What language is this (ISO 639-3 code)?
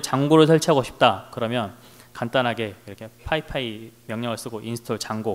kor